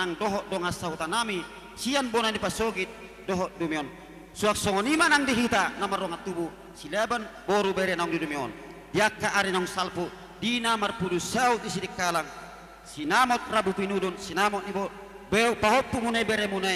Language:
Batak Toba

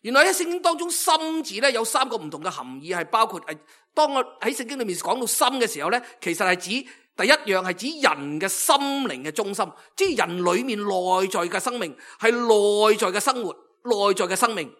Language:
Cantonese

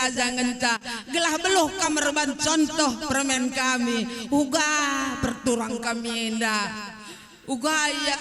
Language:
Batak Karo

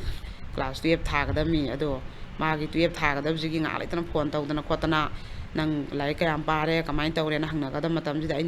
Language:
Manipuri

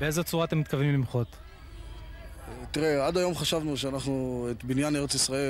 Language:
Hebrew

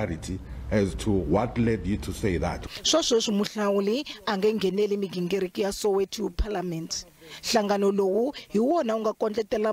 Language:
Tsonga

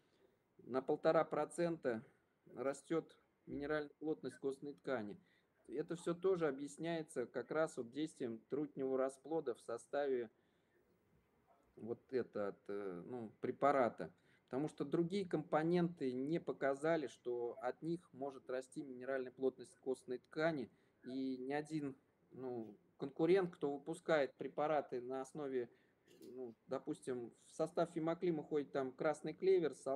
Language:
Russian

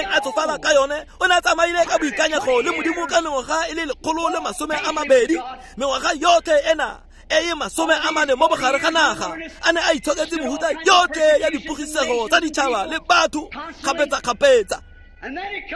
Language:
Tswana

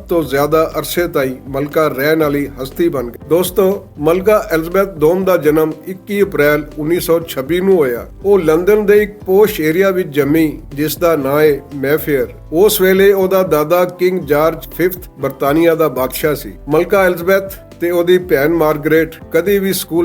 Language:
Western Panjabi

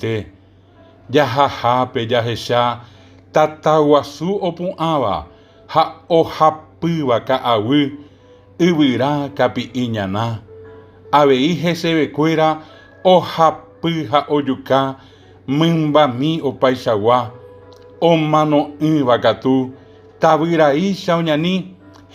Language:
Guarani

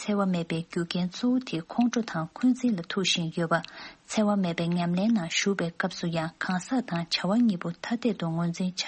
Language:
Tibetan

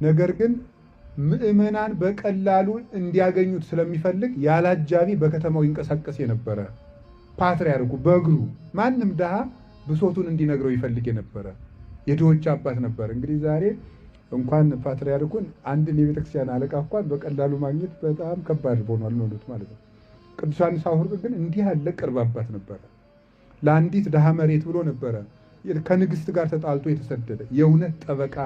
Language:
Amharic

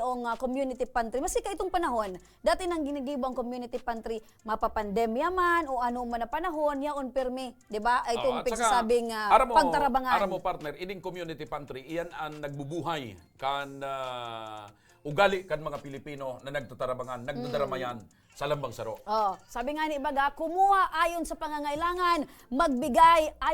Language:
Bikol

